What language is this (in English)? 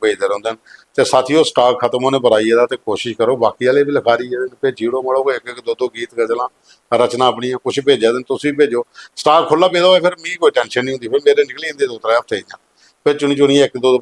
Dogri